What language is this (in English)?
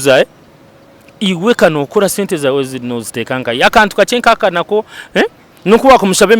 Nyankole